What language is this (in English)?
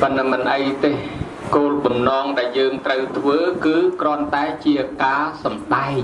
Khmer